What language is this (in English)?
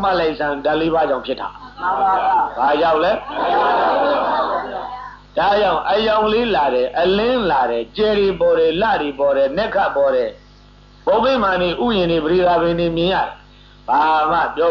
Burmese